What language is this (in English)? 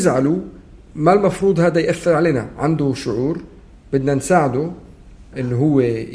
North Levantine Arabic